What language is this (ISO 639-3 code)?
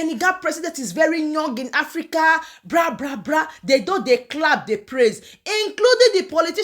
pcm